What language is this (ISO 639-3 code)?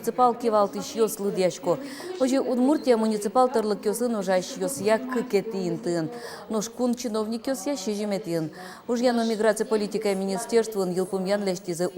udm